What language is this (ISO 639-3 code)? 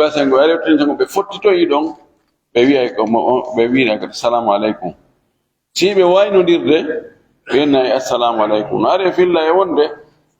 ful